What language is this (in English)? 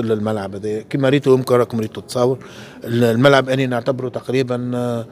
Tunisian Arabic